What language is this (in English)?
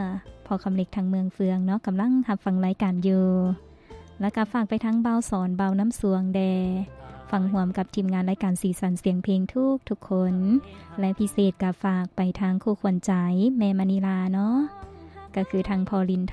Lao